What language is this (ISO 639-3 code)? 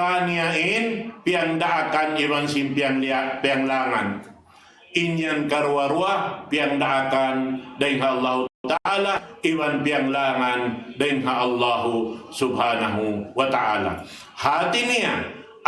tsg